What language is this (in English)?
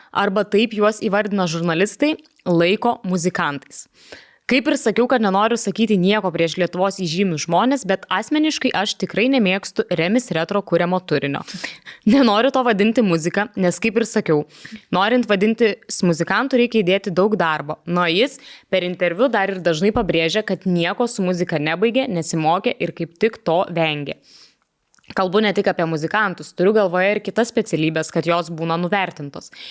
Lithuanian